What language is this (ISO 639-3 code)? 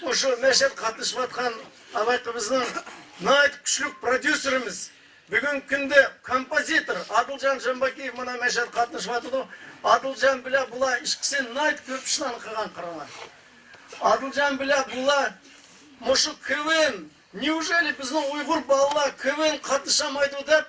uig